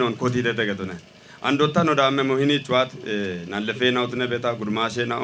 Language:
Kafa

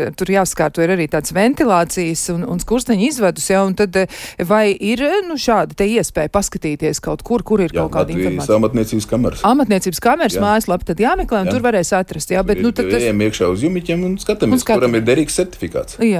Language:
Latvian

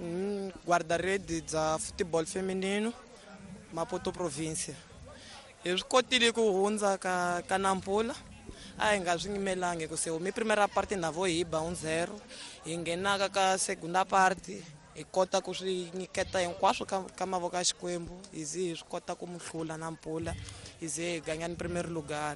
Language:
Tsonga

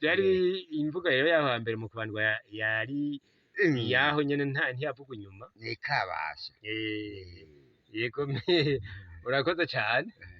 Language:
Rundi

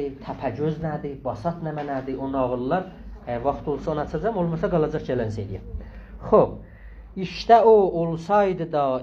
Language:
South Azerbaijani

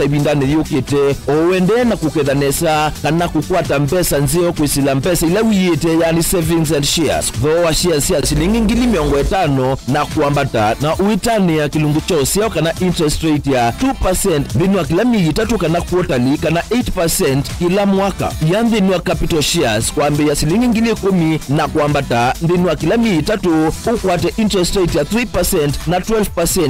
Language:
Kamba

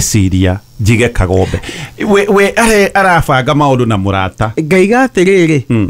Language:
Kikuyu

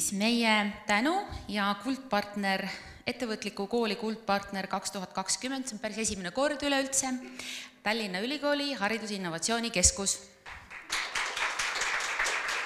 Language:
Estonian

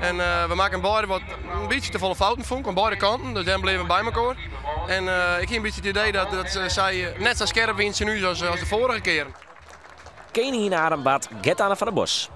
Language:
Western Frisian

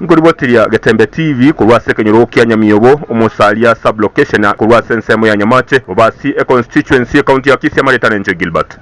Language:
Gusii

